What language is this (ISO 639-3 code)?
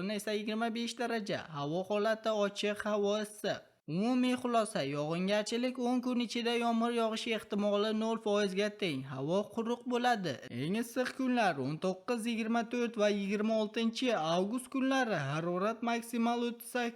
uzb